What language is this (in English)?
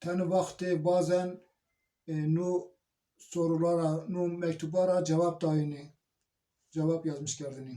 Zaza